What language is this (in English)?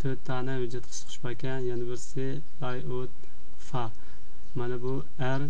Uyghur